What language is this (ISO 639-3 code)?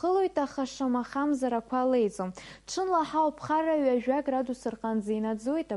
abk